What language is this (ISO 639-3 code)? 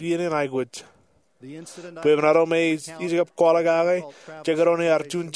mah